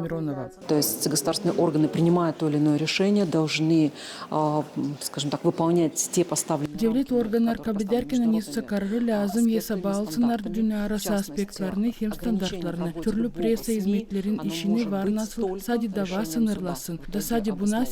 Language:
Gagauz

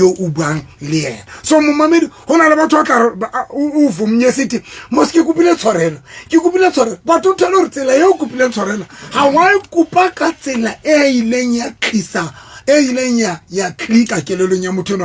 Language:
Southern Sotho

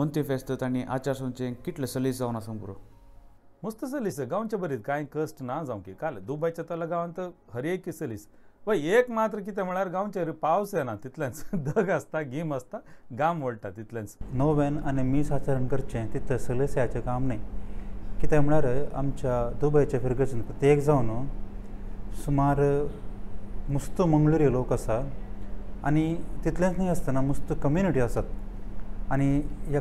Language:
Konkani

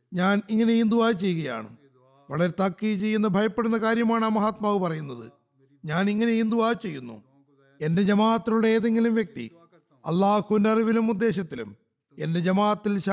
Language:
Malayalam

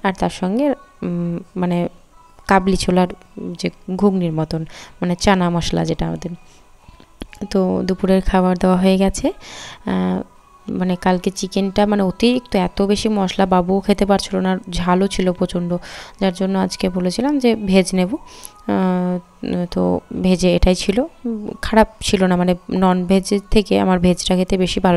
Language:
Bangla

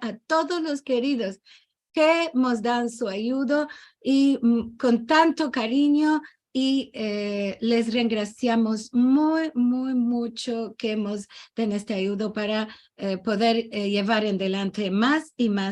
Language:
Ladino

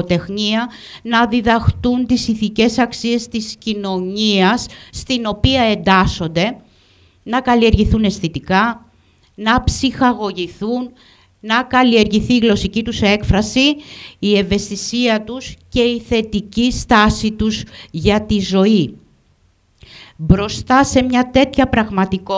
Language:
Greek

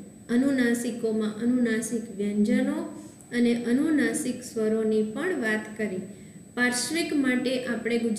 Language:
Gujarati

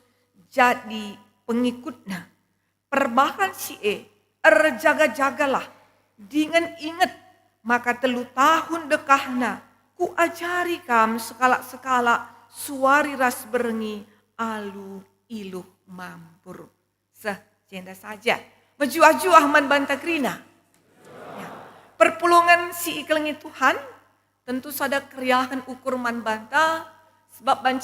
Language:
Batak Karo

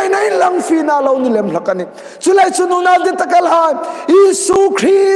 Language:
Hmar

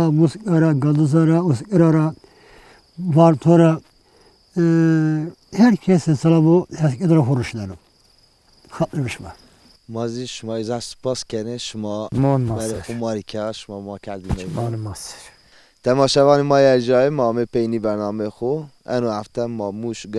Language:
Zaza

